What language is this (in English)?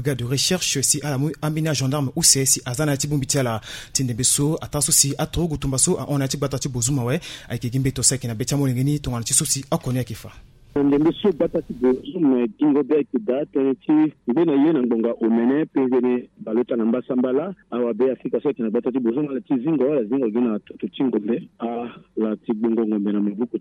Sango